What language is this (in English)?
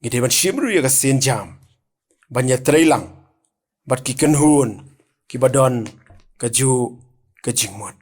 Khasi